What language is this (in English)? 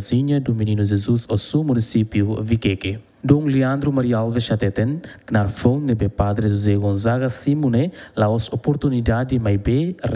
Tetum